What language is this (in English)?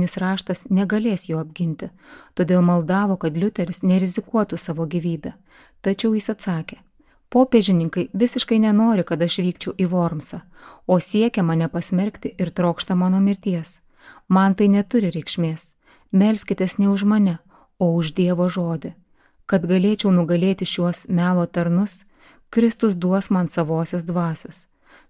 Lithuanian